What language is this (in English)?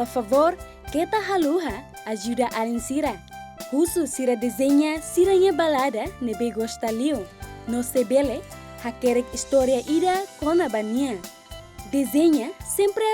Tetum